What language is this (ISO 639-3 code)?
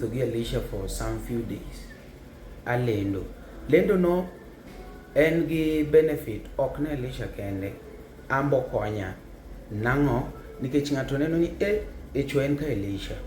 luo